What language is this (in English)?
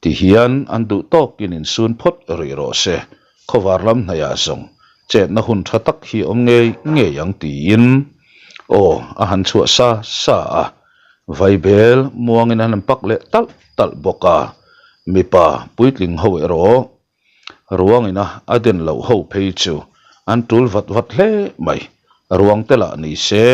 Mizo